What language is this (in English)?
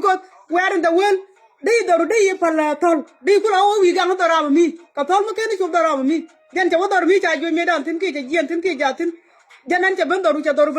Nuer